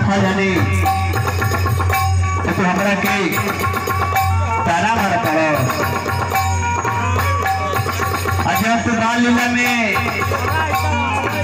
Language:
Bhojpuri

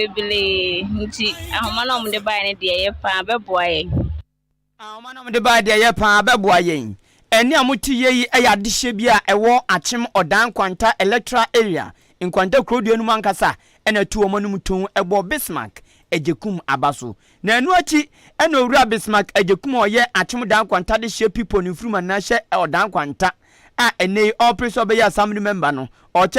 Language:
Akan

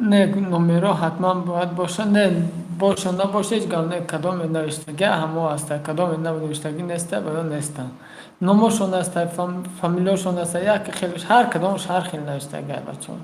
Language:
Tajik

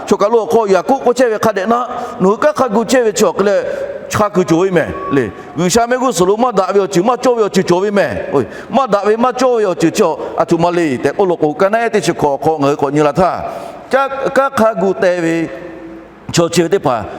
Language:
Lahu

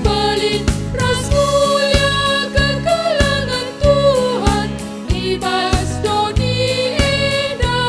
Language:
Batak Karo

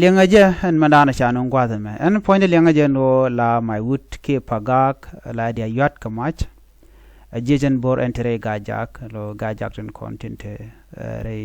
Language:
Nuer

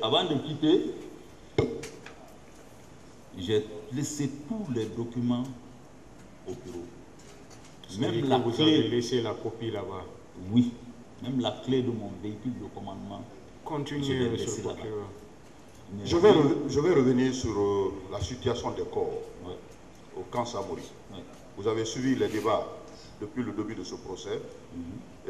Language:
French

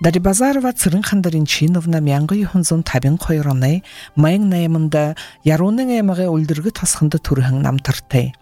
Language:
Buriat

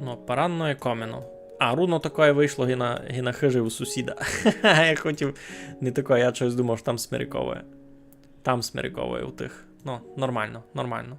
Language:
Rusyn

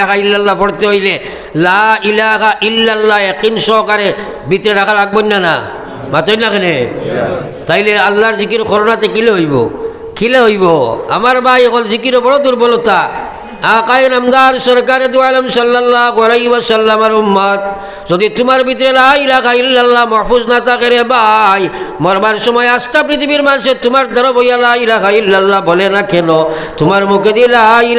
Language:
Sylheti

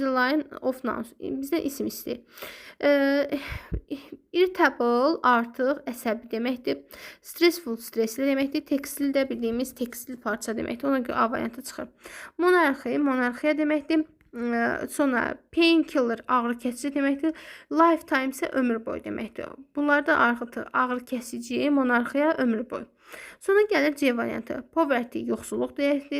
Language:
Azerbaijani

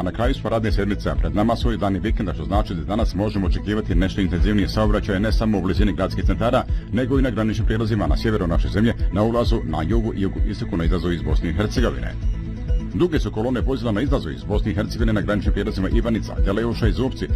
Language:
Bosnian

